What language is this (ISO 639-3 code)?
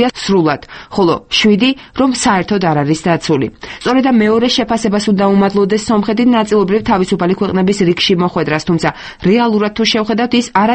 kat